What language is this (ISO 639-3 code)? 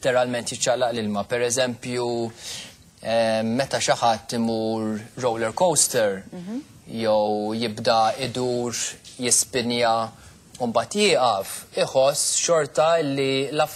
mlt